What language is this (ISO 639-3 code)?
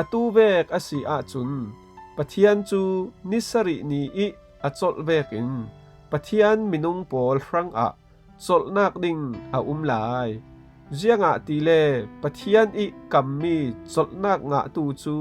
cfm